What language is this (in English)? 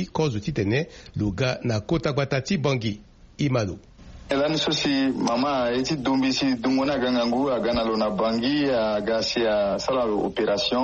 Sango